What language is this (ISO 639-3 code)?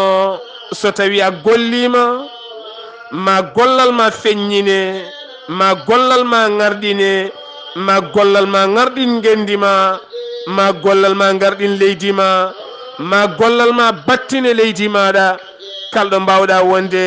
ful